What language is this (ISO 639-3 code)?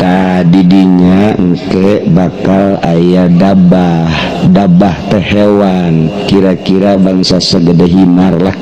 sun